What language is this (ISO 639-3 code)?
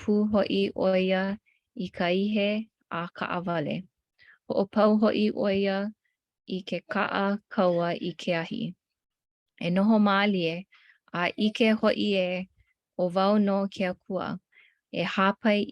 haw